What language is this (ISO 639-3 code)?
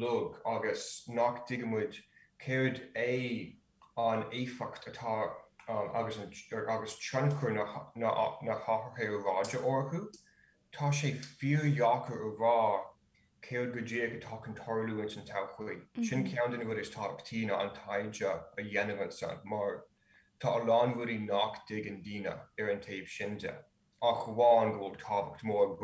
gle